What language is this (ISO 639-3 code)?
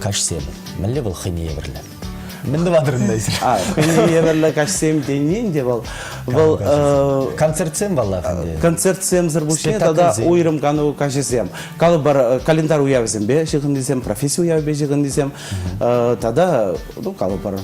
chv